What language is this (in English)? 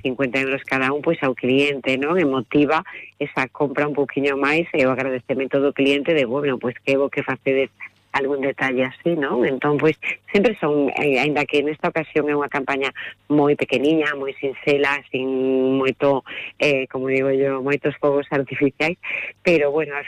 Galician